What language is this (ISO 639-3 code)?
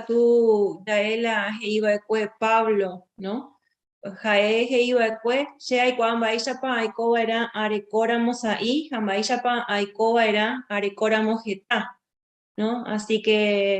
grn